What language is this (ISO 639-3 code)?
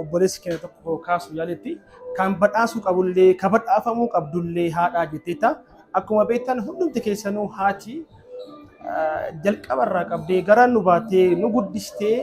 orm